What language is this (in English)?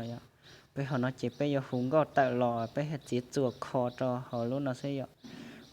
Hmong